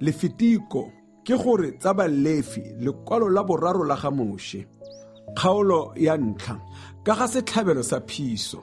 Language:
Tswana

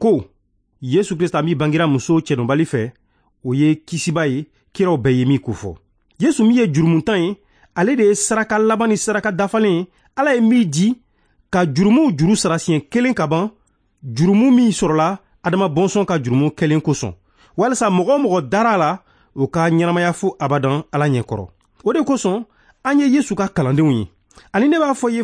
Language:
Bambara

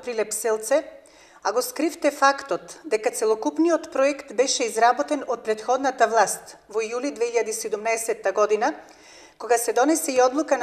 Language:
Macedonian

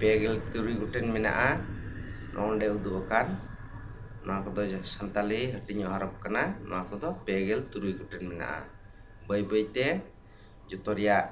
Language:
Santali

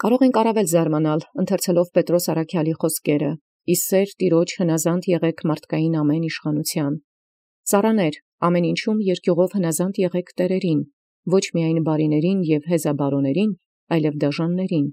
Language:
Armenian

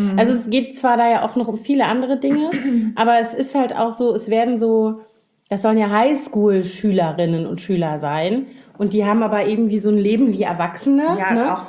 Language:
German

